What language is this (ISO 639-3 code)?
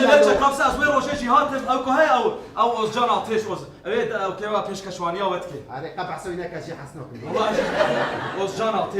kur